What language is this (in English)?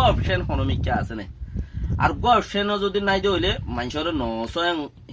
Rohingya